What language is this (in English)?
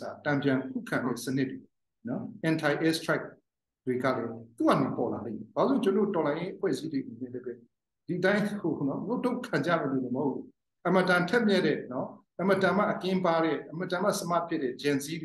Burmese